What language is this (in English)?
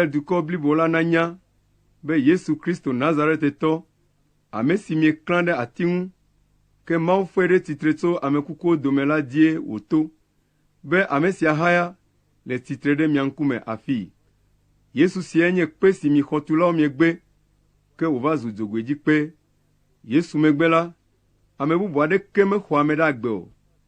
Ewe